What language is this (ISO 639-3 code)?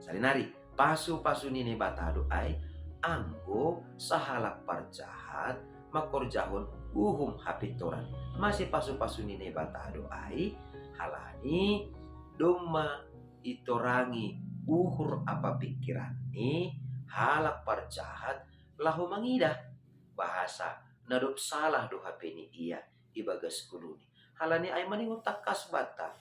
bts